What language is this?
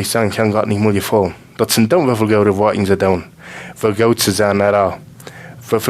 Plautdietsch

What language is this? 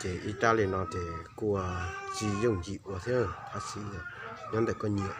Hmong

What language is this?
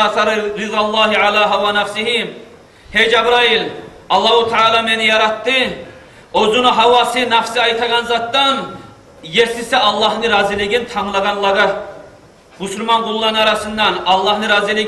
Kumyk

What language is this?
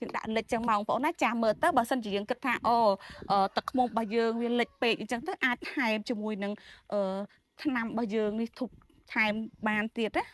Khmer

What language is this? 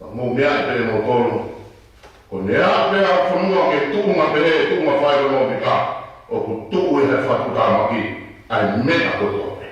Tongan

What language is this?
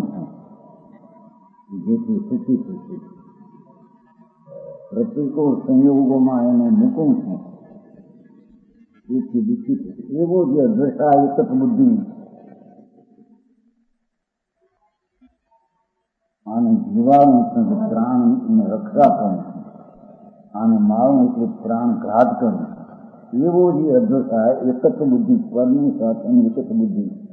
Gujarati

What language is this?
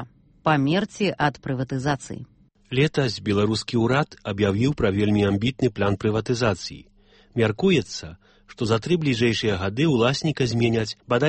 Belarusian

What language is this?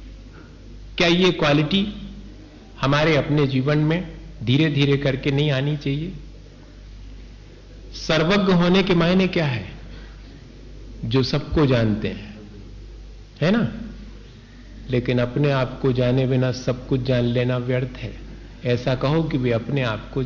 Hindi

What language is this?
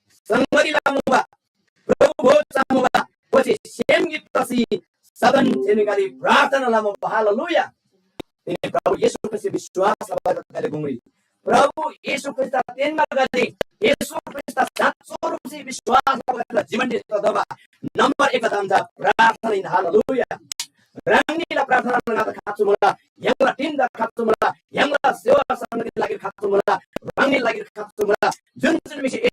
Eastern Tamang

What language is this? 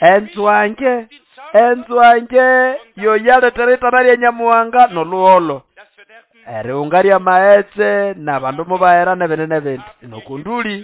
Nande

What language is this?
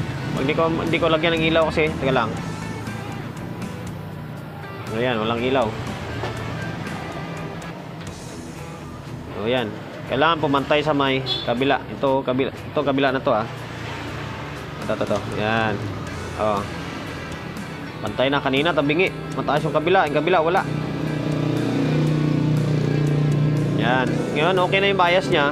Filipino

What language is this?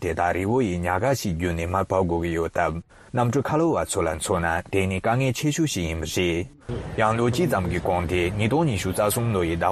Tibetan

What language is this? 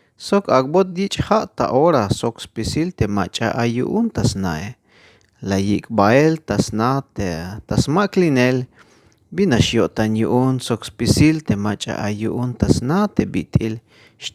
Tzeltal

